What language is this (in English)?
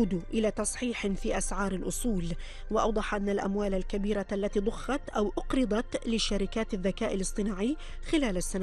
Arabic